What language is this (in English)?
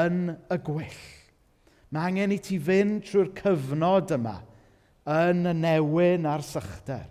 Welsh